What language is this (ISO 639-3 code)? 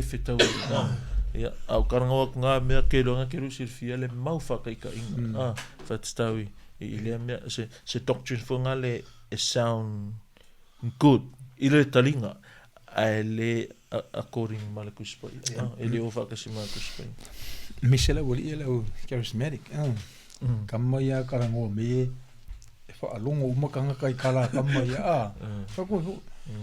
smo